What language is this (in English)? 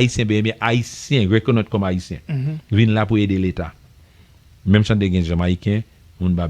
Haitian Creole